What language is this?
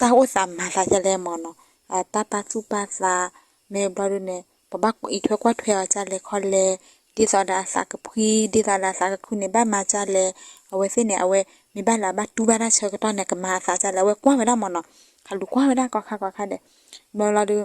S'gaw Karen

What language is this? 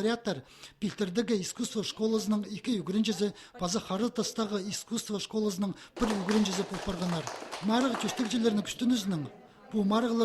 Khakas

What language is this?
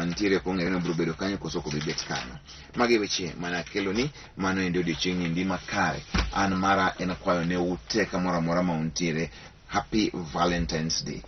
Luo (Kenya and Tanzania)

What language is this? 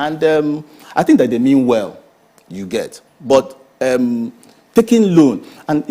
Nigerian Pidgin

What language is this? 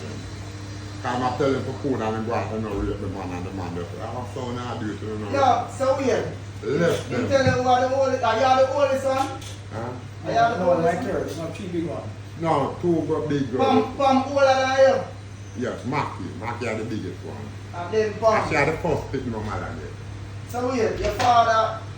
Jamaican Creole English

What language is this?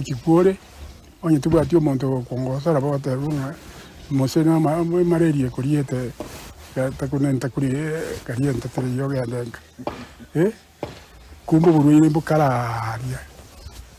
Gusii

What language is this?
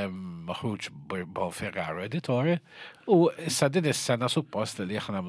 Maltese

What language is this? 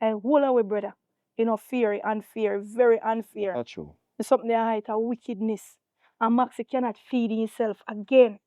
Jamaican Creole English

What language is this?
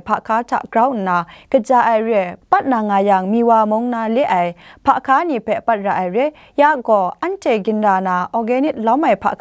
Kachin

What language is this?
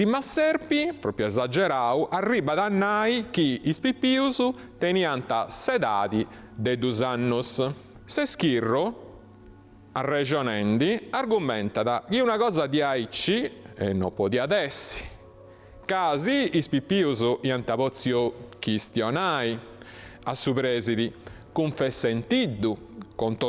Sardinian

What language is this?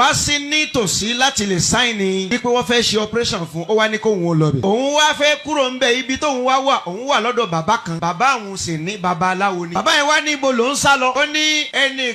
Yoruba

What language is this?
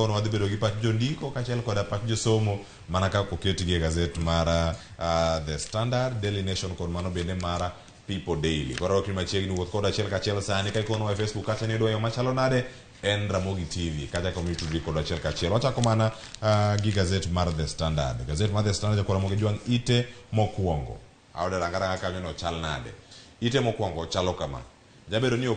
Luo (Kenya and Tanzania)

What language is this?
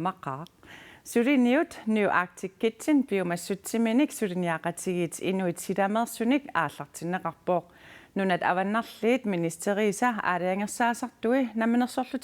Kalaallisut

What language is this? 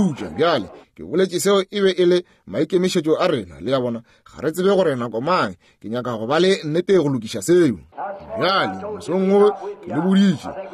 Northern Sotho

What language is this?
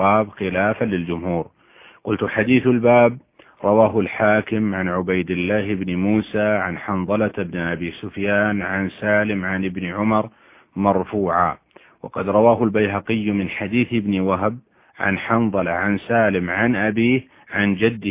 Arabic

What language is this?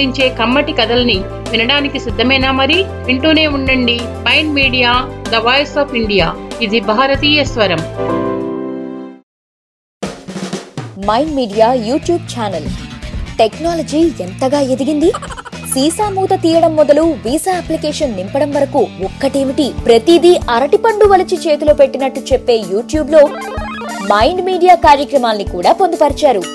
Telugu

